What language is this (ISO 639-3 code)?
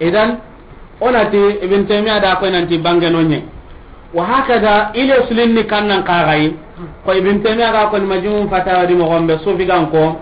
snk